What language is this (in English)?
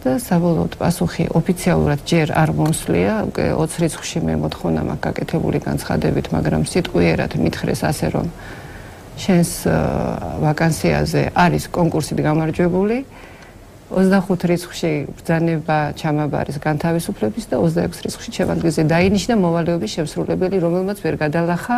Georgian